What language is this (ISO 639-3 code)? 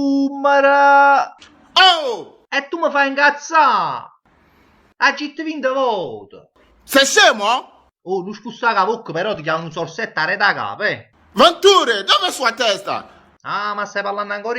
nap